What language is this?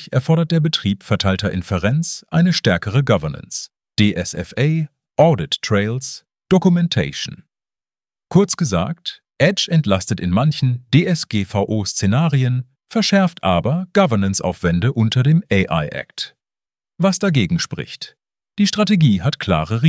German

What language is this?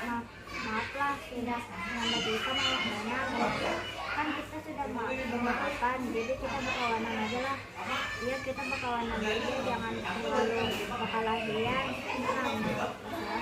Banjar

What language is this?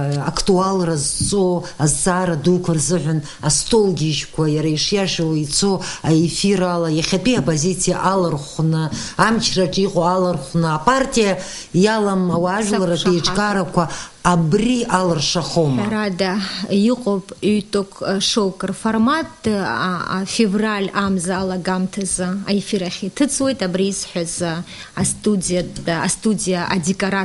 Abkhazian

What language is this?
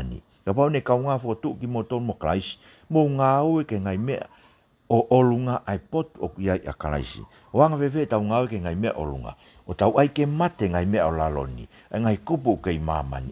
Tongan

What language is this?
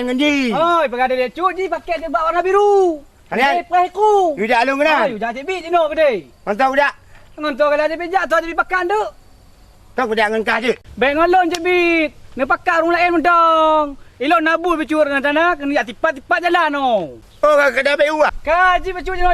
Achinese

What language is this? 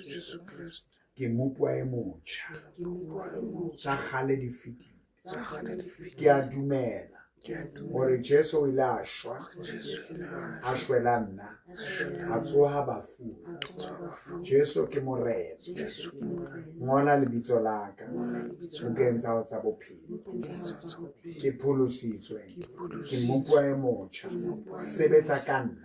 Southern Sotho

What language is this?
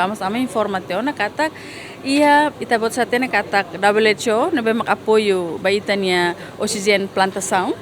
Tetum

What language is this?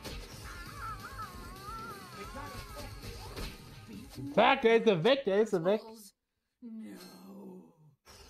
German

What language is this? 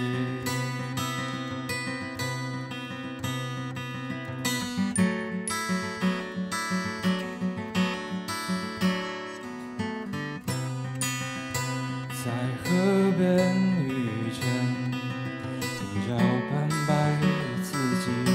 Chinese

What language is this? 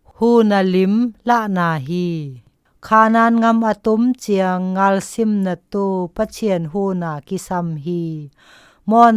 Zou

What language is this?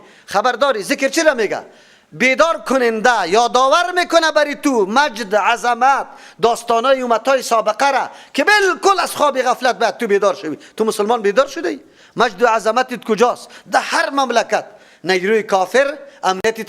Persian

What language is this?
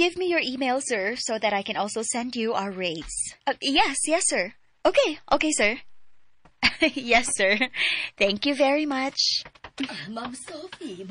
Cebuano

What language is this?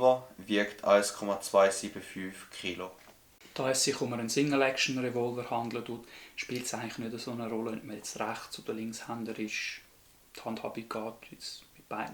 Swiss German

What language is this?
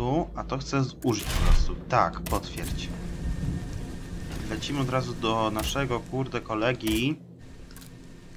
Polish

